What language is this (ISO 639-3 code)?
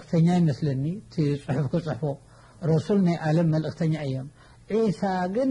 tir